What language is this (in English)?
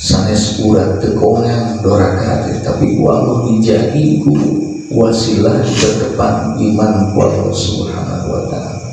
Sundanese